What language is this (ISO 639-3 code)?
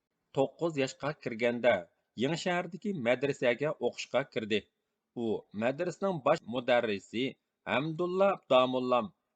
uig